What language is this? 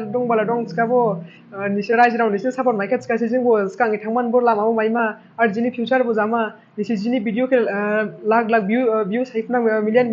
Dimasa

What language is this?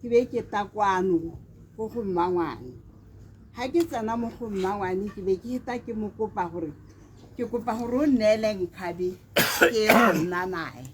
Tswana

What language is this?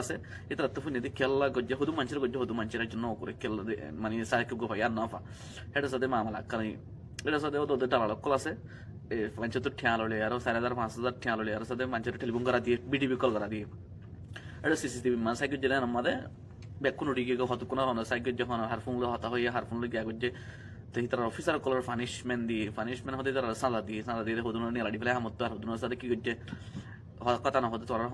Rohingya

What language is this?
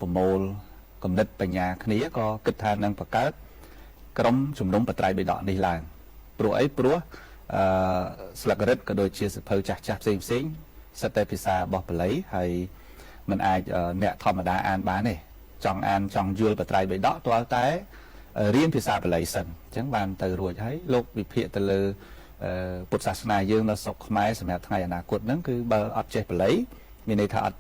Khmer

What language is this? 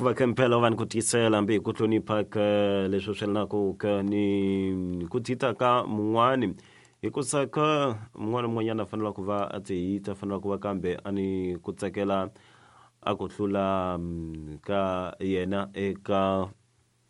Tsonga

